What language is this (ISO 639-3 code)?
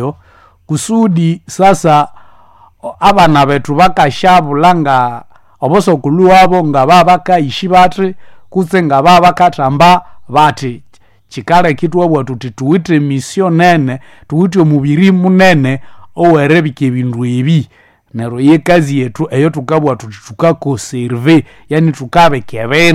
nnb